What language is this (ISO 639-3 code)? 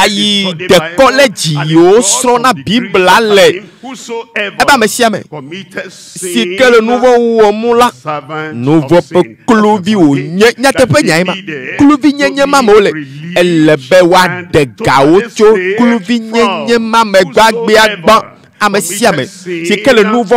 ewe